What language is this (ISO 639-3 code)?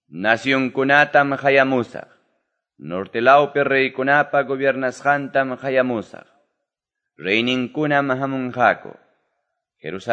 que